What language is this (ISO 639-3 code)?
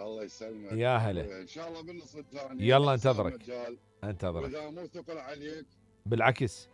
acm